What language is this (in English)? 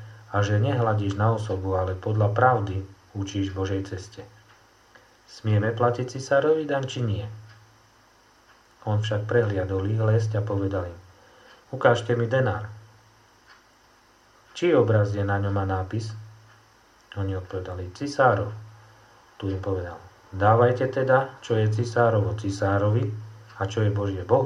Slovak